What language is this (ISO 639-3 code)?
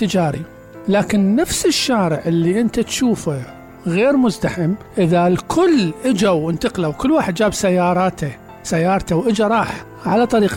acm